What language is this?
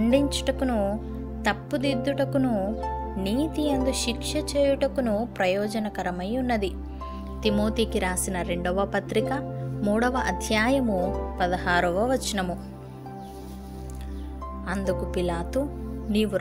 Telugu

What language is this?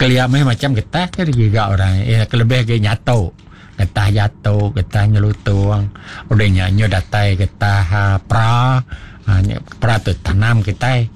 Iban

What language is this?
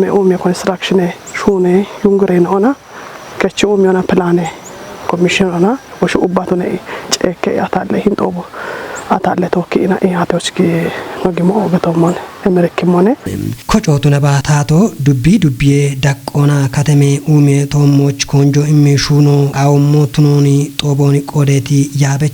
Kafa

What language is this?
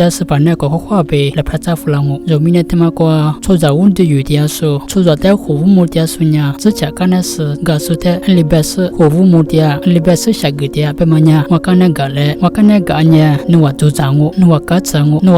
Lisu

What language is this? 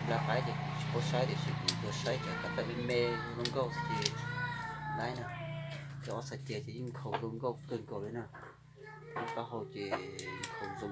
Hmong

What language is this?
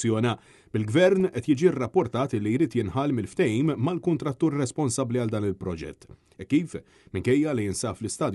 Maltese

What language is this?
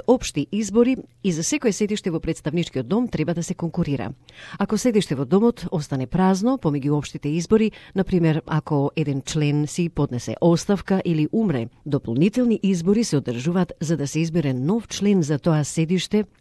Macedonian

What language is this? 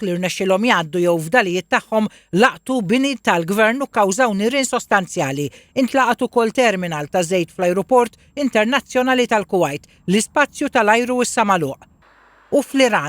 Maltese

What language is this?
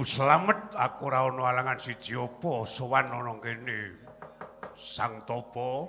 Javanese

